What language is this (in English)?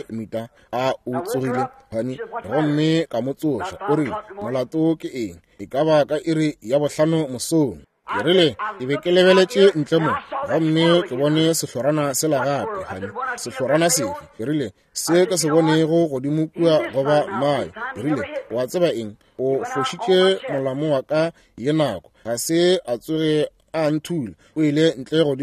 Northern Sotho